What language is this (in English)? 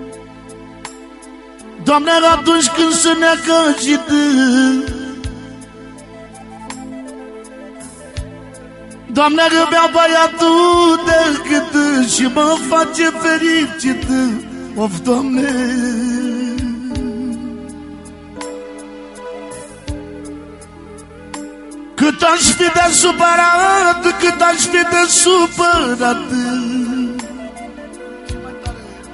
Romanian